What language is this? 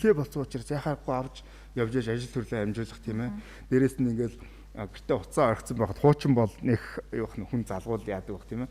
Mongolian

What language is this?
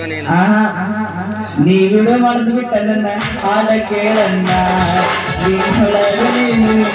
Kannada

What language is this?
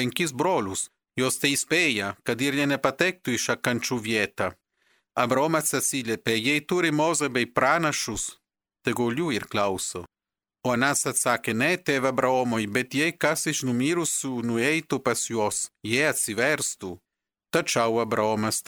Lithuanian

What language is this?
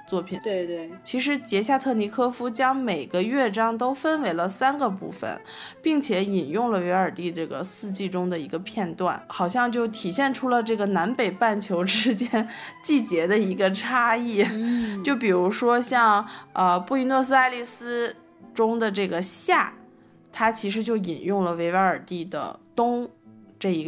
Chinese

